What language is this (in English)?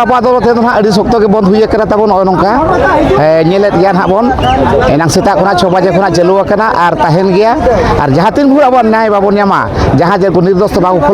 Santali